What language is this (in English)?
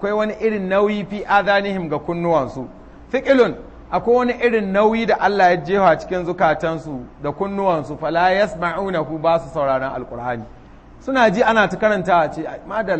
Hausa